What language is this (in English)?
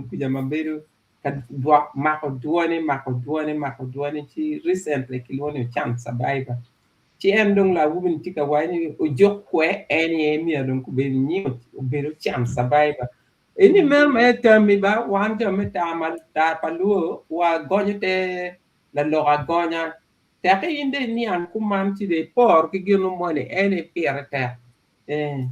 Acoli